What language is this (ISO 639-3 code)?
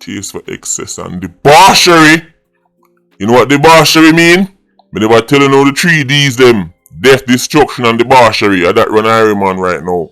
jam